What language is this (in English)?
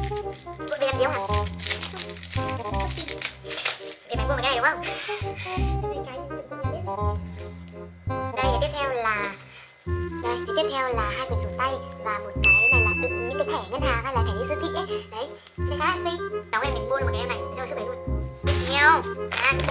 Vietnamese